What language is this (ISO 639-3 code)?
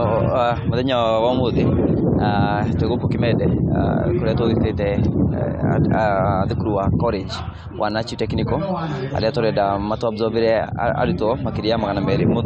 kik